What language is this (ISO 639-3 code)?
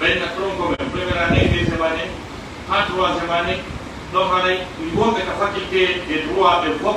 ful